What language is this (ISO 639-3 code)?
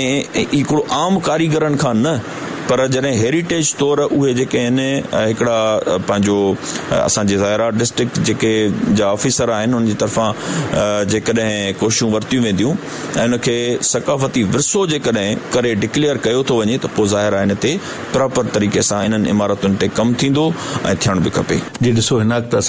snd